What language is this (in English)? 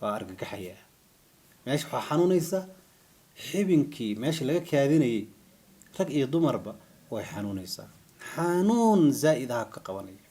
Somali